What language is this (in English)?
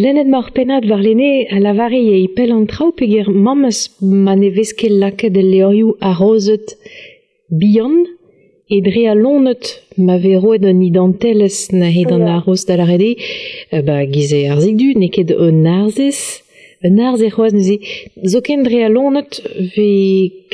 Breton